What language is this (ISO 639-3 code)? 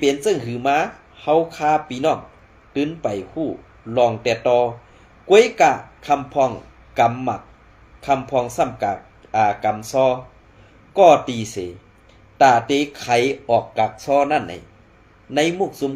shn